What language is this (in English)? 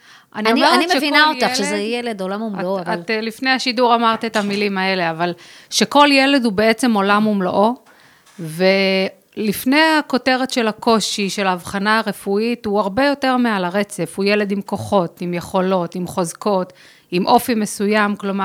Hebrew